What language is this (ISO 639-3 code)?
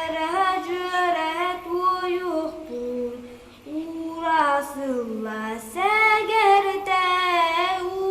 sah